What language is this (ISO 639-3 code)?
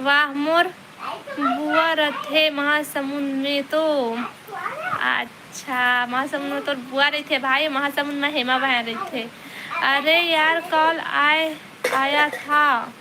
hne